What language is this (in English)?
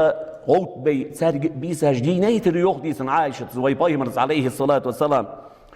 Ingush